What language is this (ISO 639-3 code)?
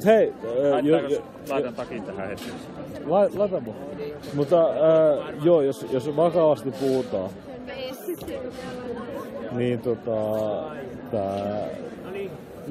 fin